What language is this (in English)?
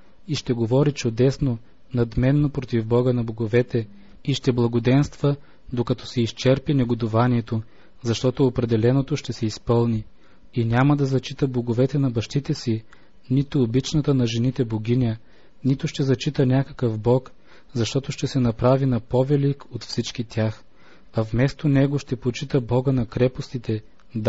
Bulgarian